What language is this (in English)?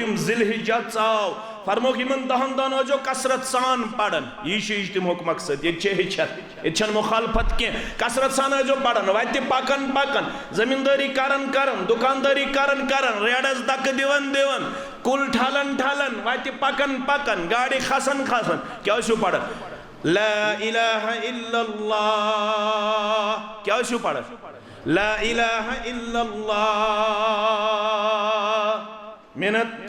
Kashmiri